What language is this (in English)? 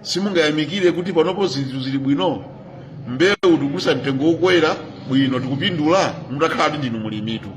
Nyanja